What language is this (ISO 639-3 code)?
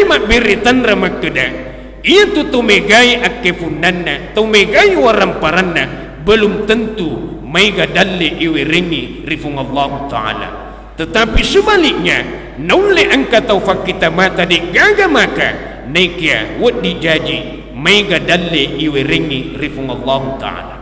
bug